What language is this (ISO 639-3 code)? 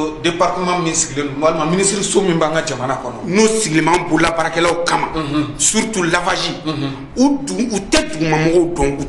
bam